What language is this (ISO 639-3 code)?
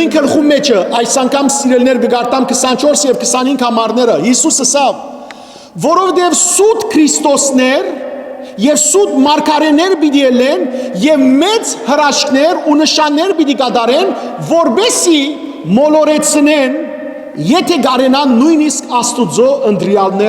hyw